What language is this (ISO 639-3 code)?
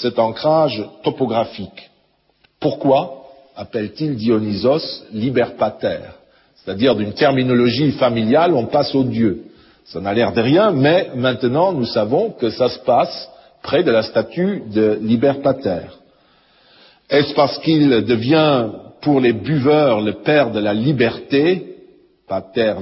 fra